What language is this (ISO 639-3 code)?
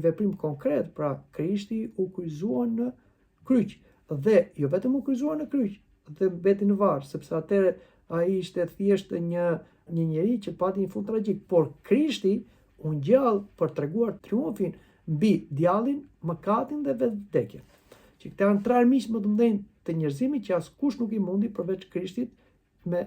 sqi